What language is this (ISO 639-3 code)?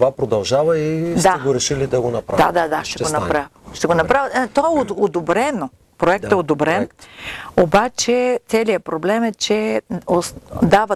bul